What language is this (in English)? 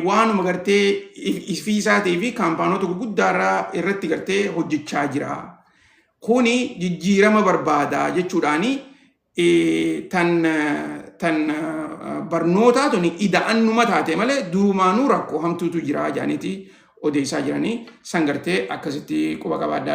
Oromo